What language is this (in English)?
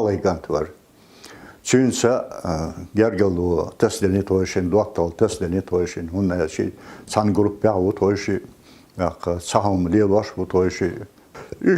Chechen